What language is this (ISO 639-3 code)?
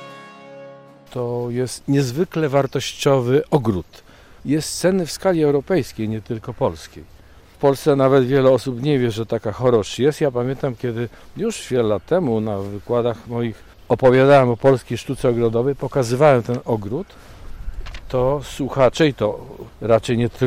pol